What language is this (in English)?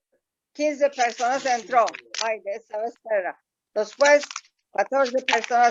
Ladino